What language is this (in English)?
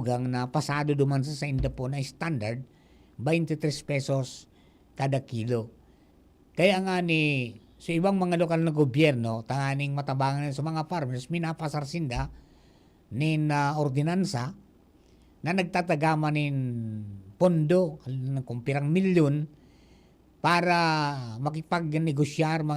Bikol